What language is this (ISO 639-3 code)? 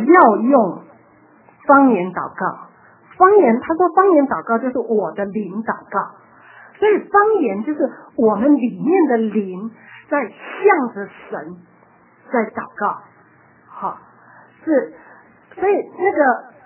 zho